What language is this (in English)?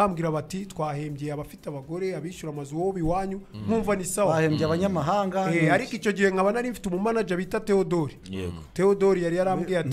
Kinyarwanda